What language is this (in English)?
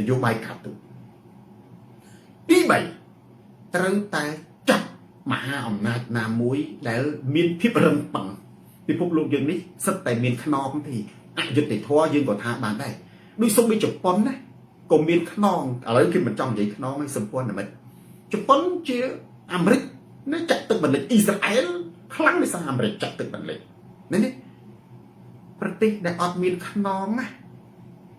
Khmer